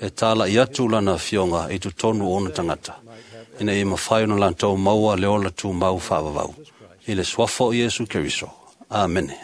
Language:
Samoan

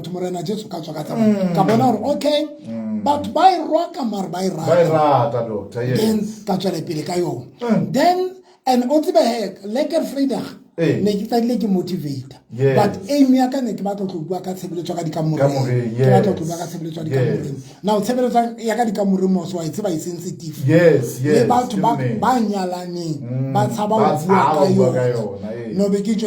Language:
Southern Sotho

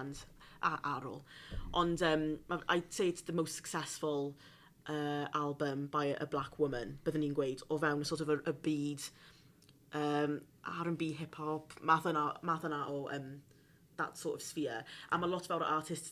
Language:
Welsh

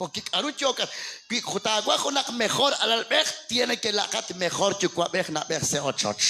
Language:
Kekchí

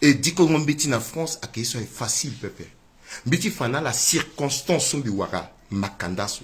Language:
Sango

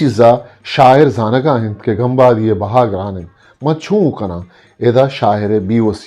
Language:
Eastern Balochi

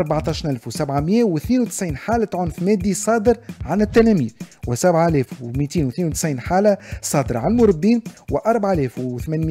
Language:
Tunisian Arabic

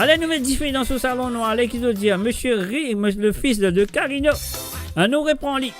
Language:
Morisyen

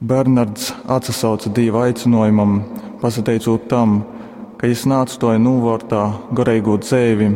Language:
Latgalian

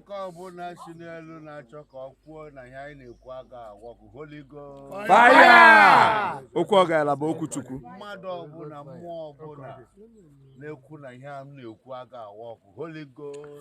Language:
Igbo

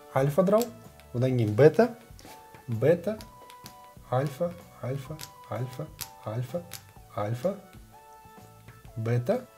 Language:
Kazakh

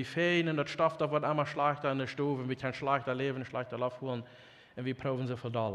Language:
Plautdietsch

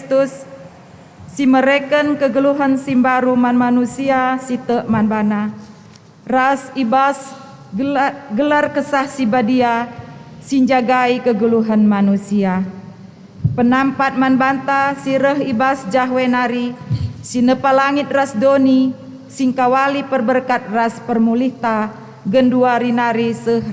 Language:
Batak Karo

